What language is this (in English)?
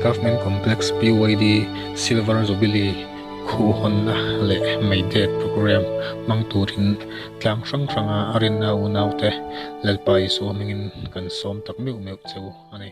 Mizo